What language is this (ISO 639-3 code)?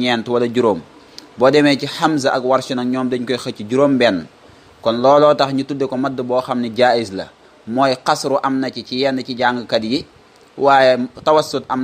wol